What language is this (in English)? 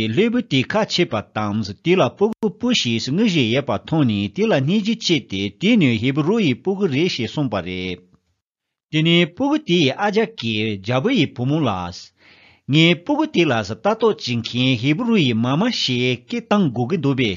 Tibetan